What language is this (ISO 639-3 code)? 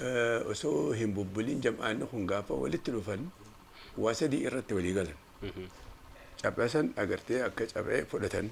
orm